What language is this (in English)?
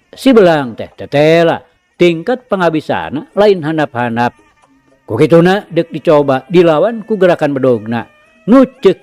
Sundanese